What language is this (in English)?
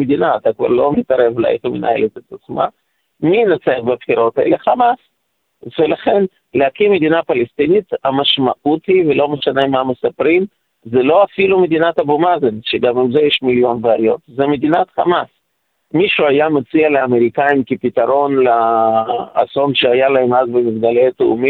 Hebrew